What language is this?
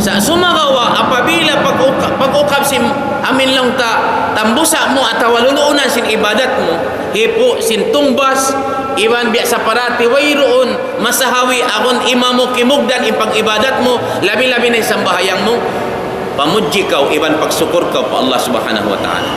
Tausug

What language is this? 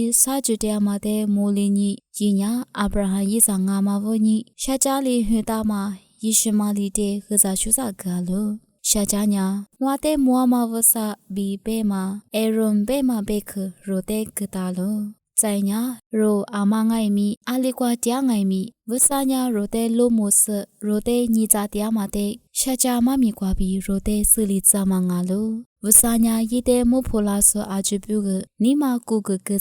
Lisu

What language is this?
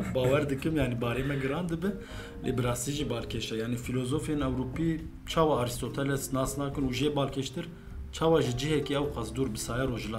Kurdish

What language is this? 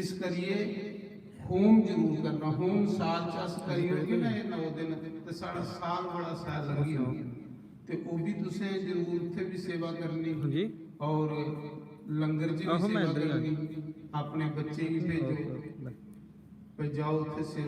Dogri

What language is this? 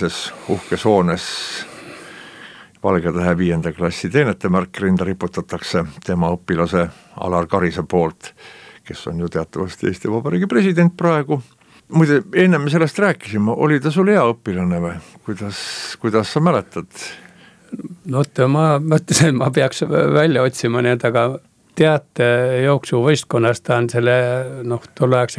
Estonian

